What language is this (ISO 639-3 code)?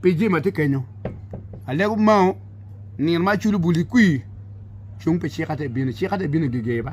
ach